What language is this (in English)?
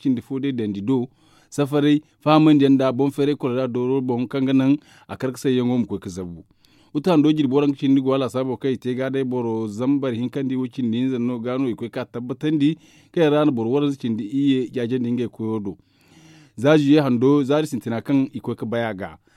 Zarma